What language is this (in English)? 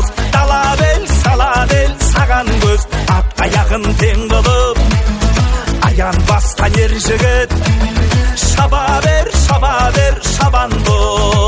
Kazakh